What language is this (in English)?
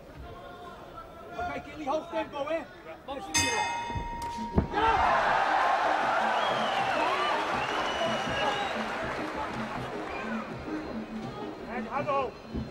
Dutch